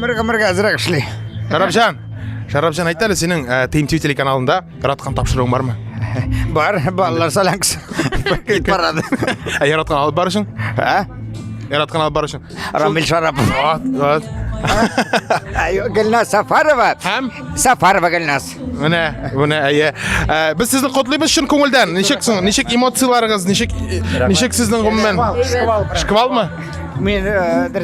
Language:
Tatar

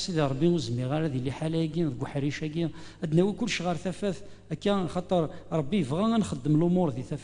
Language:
Kabyle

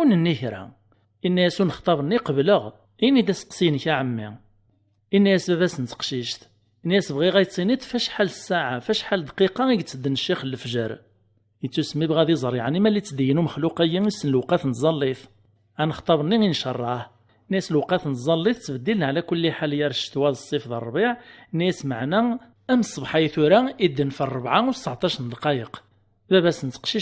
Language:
Kabyle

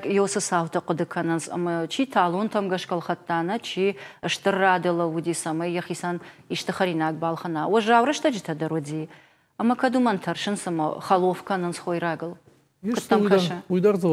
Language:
Ossetic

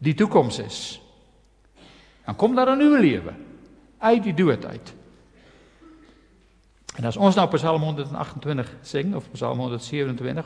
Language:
Afrikaans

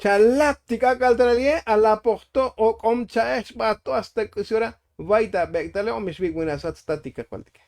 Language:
Tzotzil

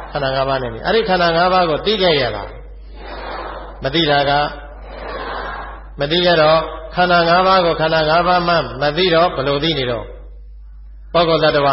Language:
Burmese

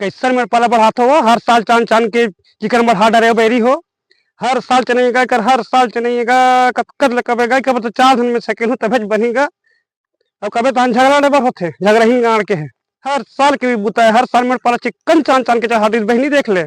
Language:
Chhattisgarhi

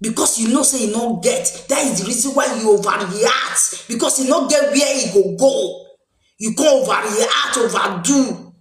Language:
Nigerian Pidgin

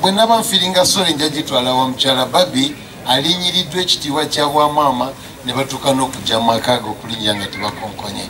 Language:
Ganda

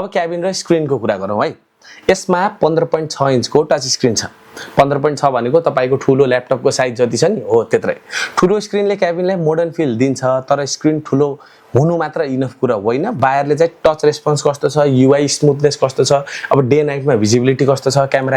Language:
Nepali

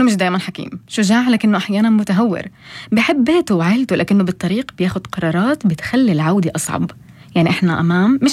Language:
North Levantine Arabic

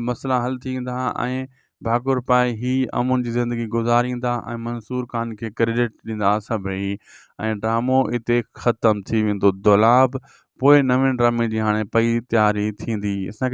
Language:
Sindhi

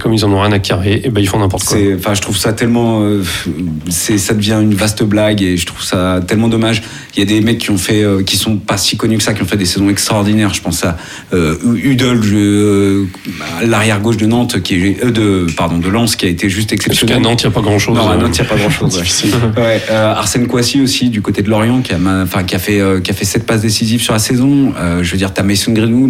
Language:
French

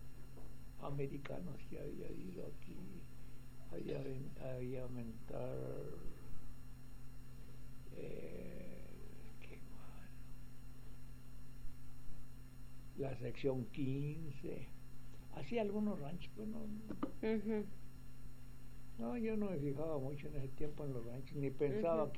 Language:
Spanish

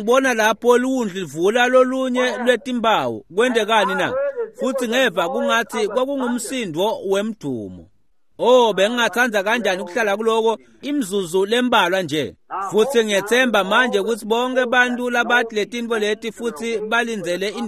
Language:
Swati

